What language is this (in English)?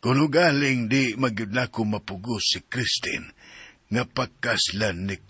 Cebuano